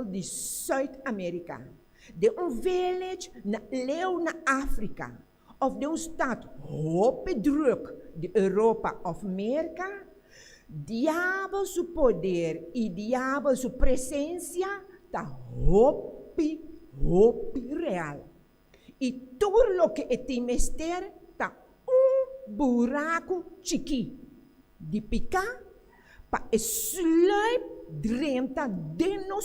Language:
Papiamento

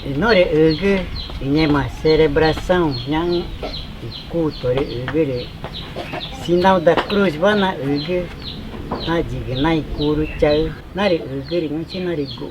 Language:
Ticuna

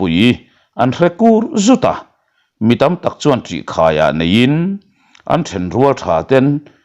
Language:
Mizo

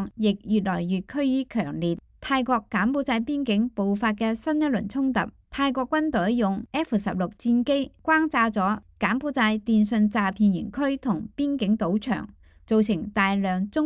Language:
Cantonese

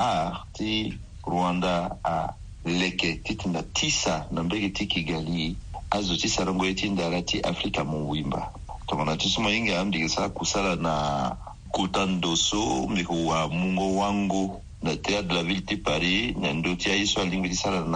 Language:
Sango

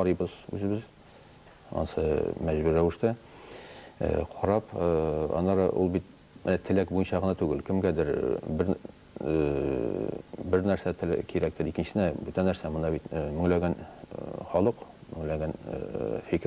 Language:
Tatar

